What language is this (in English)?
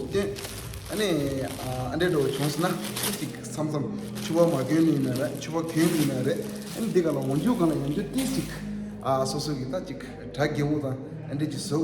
Tibetan